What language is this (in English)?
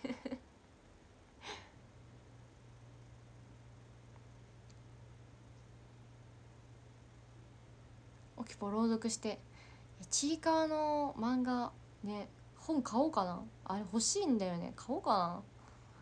Japanese